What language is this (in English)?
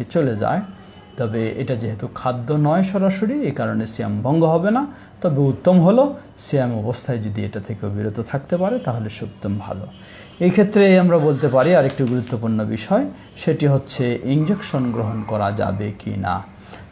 Bangla